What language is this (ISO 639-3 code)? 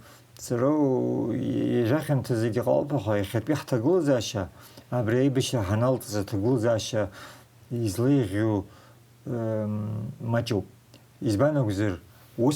abk